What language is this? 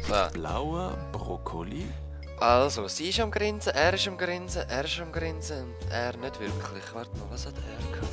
Swiss German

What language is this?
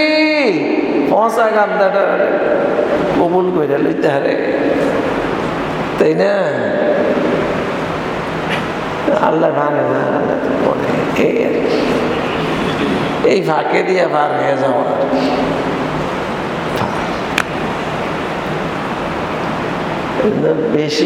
Bangla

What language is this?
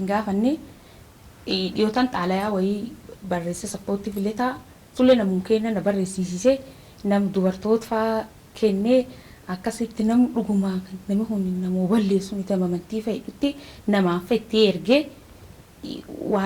Oromo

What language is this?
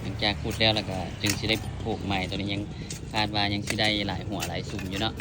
Lao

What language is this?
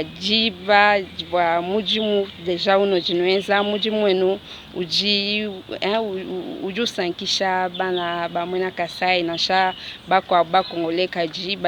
Luba-Lulua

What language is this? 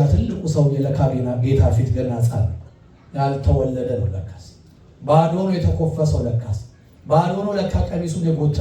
Amharic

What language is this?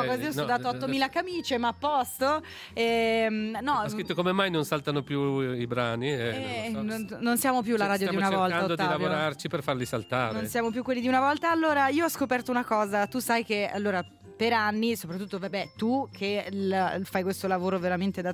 Italian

